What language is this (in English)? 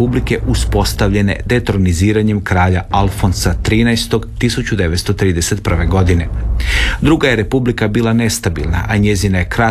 Croatian